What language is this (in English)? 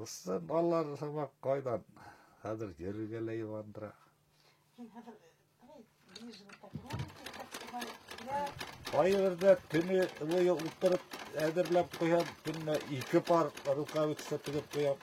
Bashkir